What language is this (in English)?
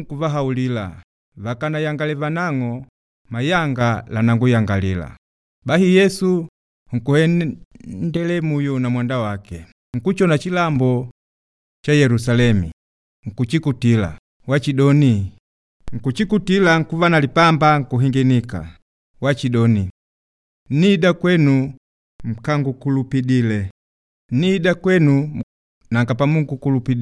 Makonde